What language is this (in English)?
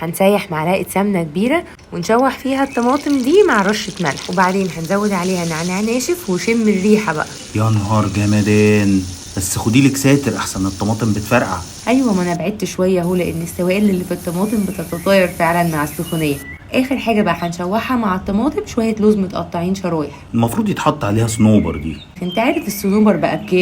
Egyptian Arabic